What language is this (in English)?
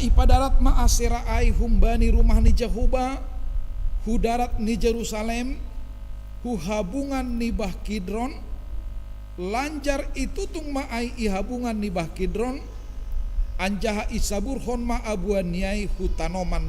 Batak Simalungun